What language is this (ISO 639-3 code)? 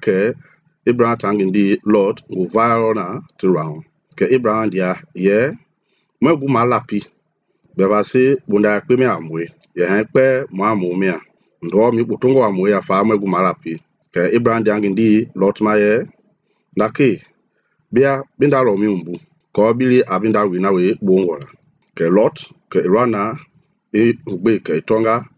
men